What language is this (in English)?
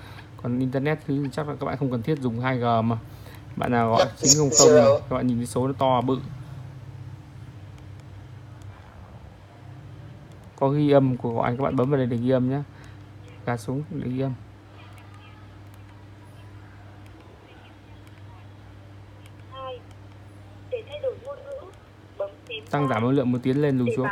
Vietnamese